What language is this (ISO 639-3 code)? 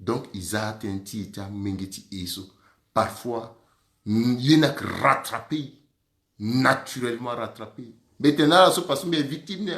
sag